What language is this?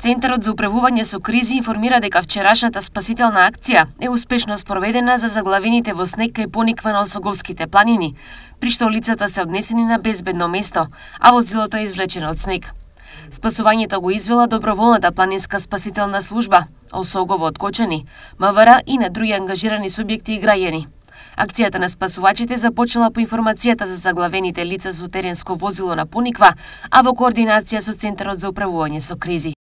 Macedonian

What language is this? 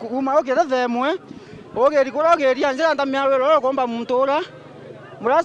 Meru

